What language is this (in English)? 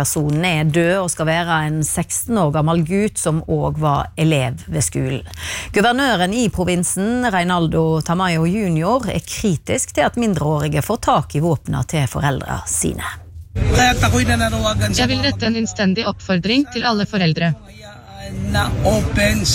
Norwegian